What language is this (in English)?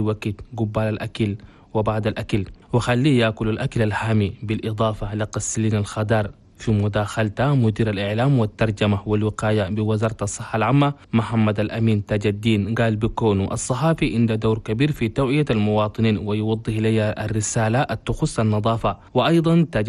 Chadian Arabic